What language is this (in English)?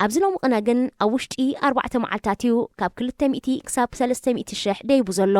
Tigrinya